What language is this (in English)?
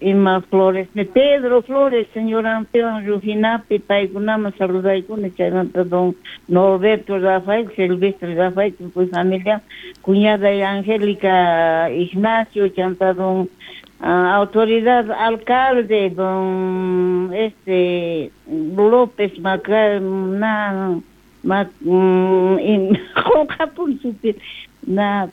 South Bolivian Quechua